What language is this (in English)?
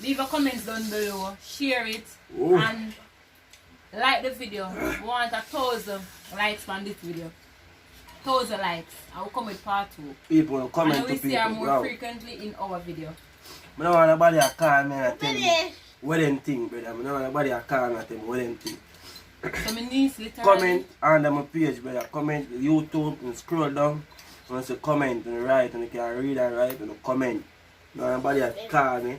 Jamaican Creole English